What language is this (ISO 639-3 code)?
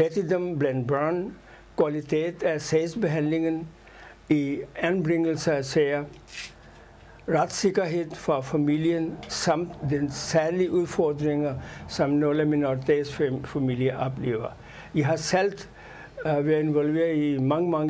dan